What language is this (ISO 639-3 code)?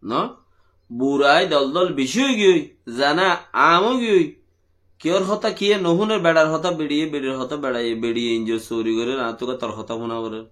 rhg